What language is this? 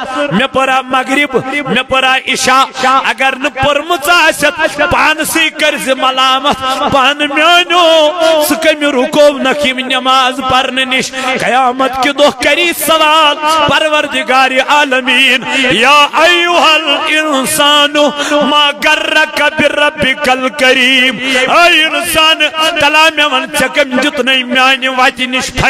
Kashmiri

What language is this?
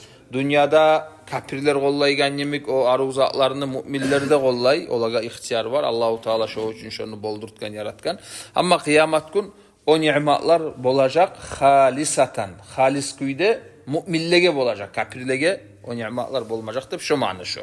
Kumyk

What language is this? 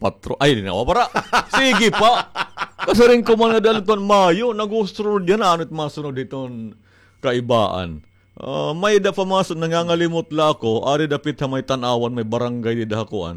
Waray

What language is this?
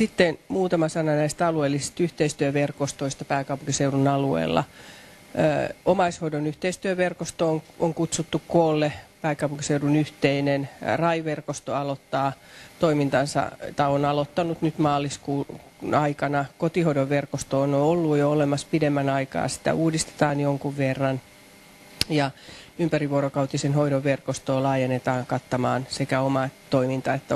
Finnish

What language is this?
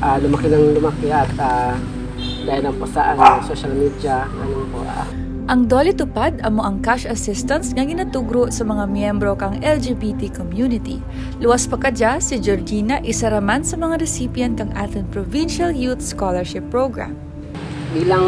Kinaray-a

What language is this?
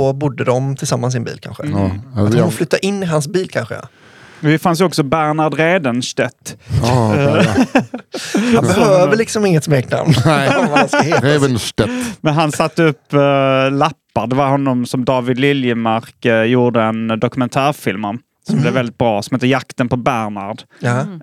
Swedish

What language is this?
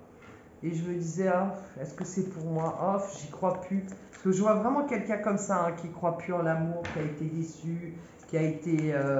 French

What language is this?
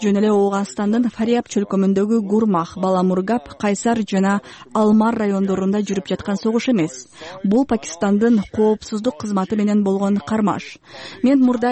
Kyrgyz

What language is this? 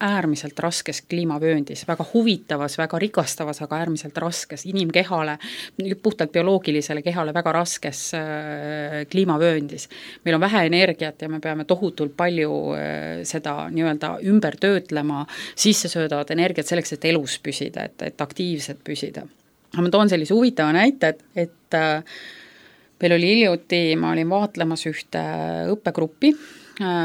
Estonian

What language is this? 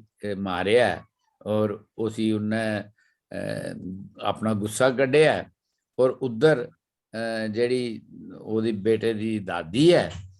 Dogri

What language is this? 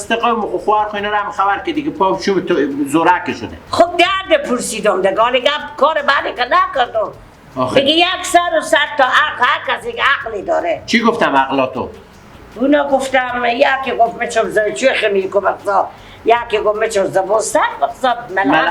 Persian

